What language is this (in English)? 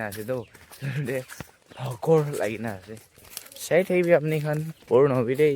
Naga Pidgin